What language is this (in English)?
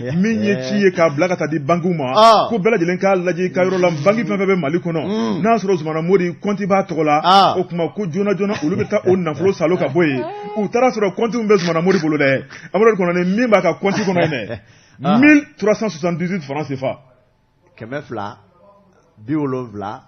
Bambara